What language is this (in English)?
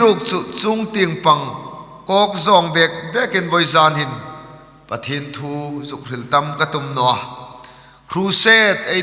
Hmar